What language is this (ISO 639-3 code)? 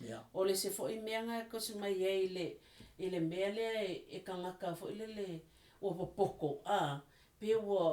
smo